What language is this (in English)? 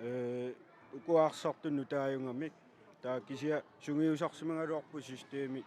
Kalaallisut